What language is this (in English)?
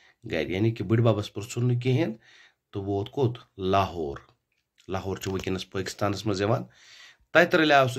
Kashmiri